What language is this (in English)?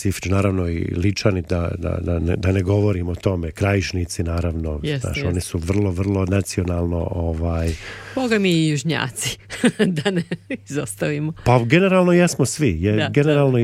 Croatian